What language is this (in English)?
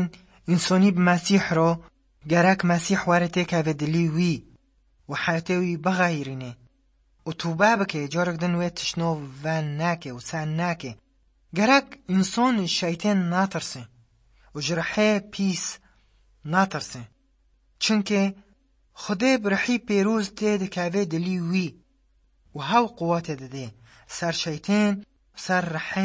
Kurdish